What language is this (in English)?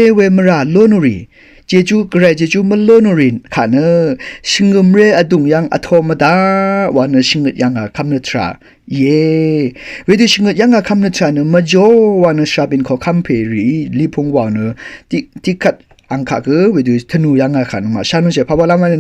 Rawang